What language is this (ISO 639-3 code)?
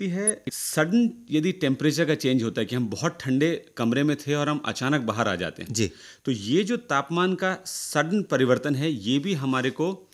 hin